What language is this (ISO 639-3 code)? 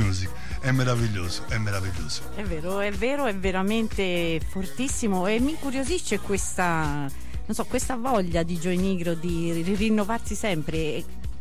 ita